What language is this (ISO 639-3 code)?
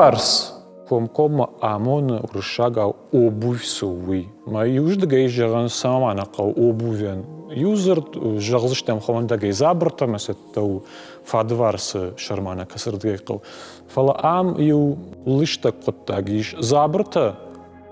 oss